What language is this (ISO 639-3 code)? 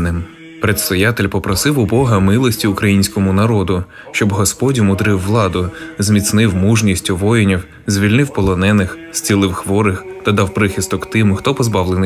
ukr